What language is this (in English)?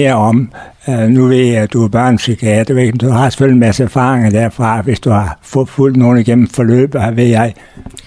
Danish